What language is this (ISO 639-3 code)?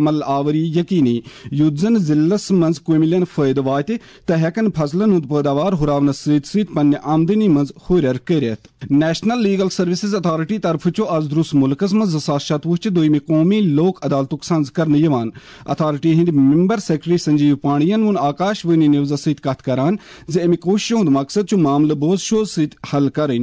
kas